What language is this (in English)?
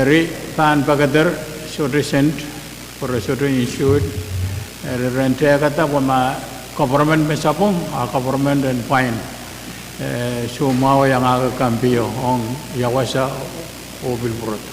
Pohnpeian